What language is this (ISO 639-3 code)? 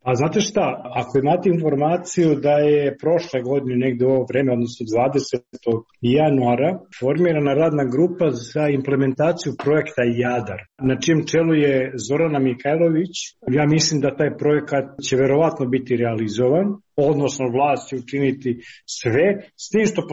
srp